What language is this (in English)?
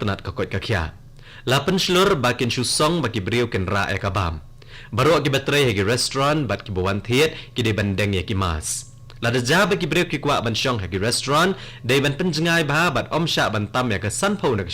Khasi